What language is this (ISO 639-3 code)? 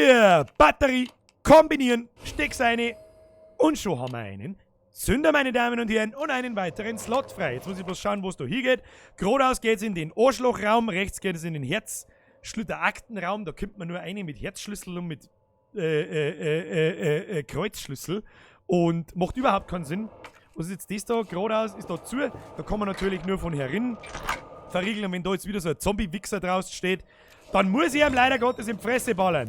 bar